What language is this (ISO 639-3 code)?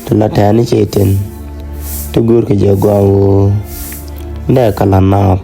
nus